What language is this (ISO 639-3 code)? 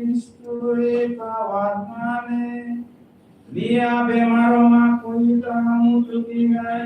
tet